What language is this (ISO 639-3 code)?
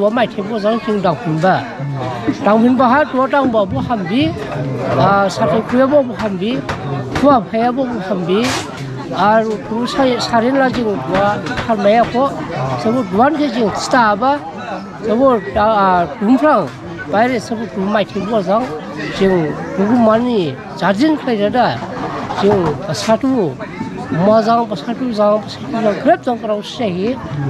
dis